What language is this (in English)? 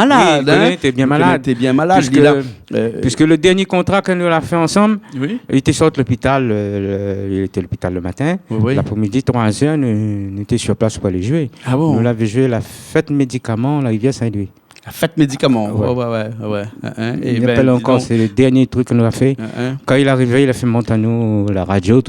Réunion Creole French